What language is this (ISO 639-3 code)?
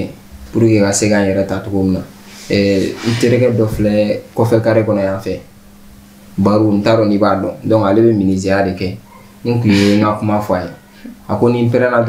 bam